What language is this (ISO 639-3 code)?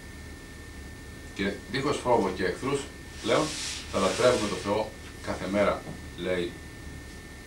ell